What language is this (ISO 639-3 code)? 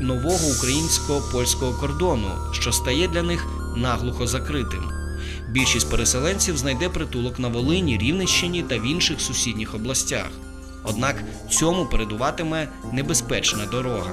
ukr